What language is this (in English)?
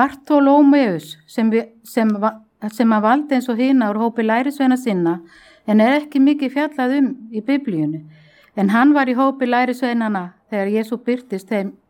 Icelandic